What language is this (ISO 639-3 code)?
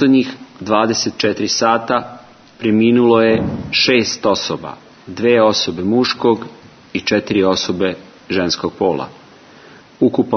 srp